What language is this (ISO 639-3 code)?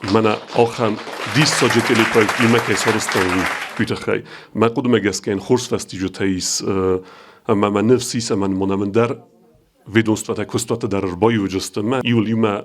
oss